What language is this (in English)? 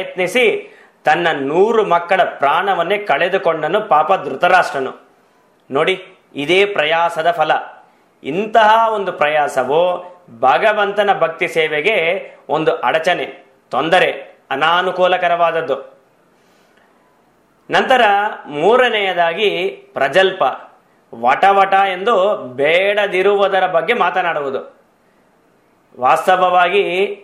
Kannada